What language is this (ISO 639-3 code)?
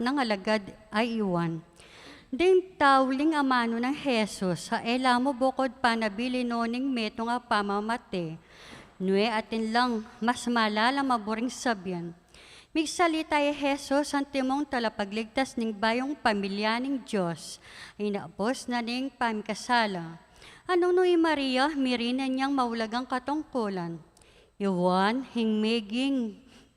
pam